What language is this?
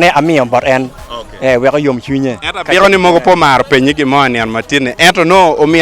Acoli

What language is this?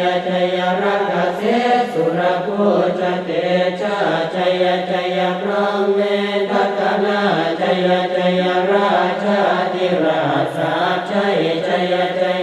Pali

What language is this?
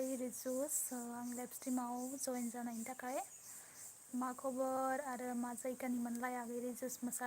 Bodo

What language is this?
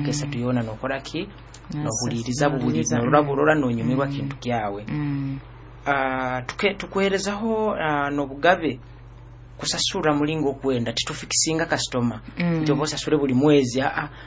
Nyoro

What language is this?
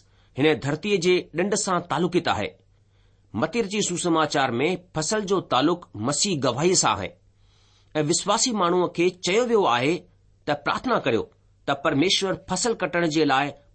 Sindhi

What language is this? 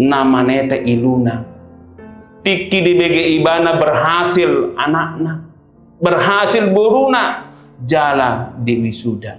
Batak Toba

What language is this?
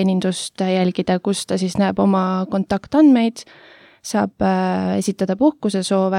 Estonian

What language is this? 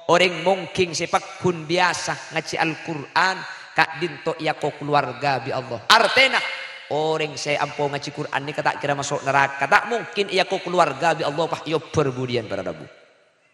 Madurese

